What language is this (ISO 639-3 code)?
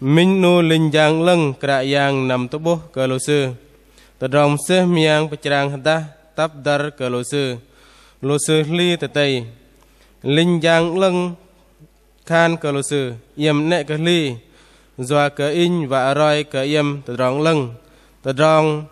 bdq